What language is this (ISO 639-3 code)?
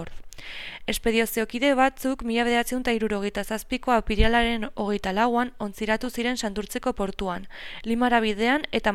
eus